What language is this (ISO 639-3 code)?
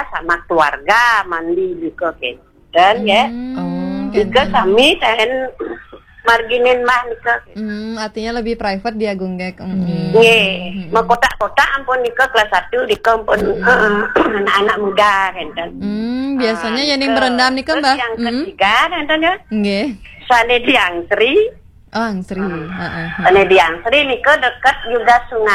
ban